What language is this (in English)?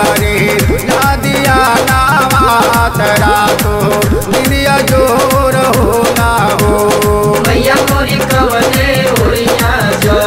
Bhojpuri